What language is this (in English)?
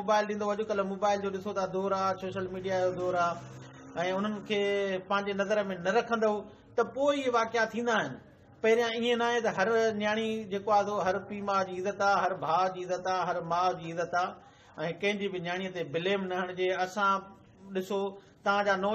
Sindhi